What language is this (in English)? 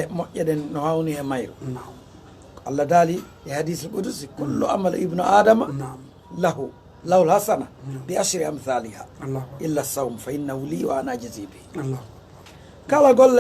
Fula